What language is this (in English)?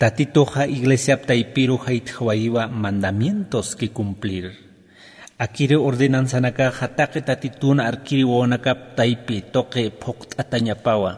Aymara